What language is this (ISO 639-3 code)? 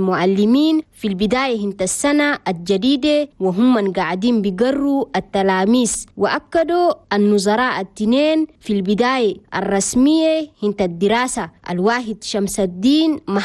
shu